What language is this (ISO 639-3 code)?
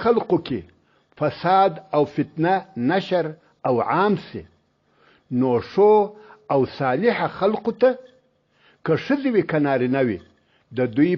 pus